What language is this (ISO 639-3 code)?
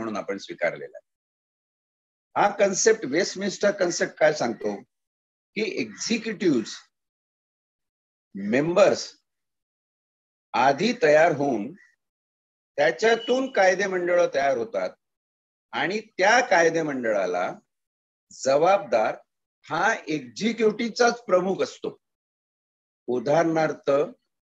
mar